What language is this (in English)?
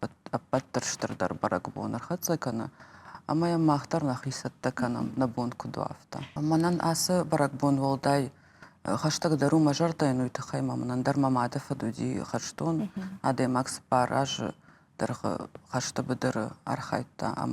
Ossetic